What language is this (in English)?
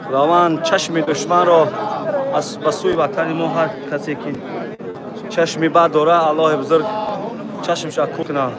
Tajik